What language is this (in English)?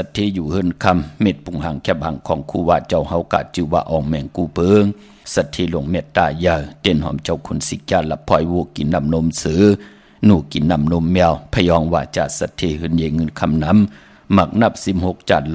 Shan